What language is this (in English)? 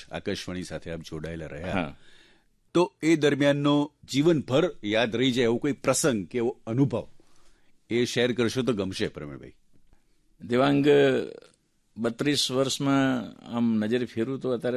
Gujarati